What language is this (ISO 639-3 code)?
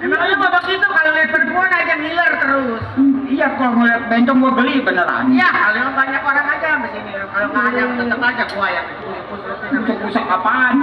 bew